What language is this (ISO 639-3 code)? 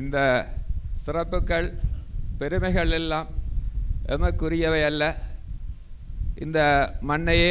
tam